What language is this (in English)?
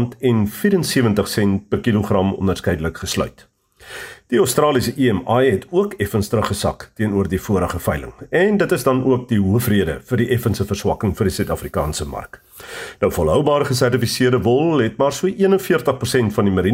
Afrikaans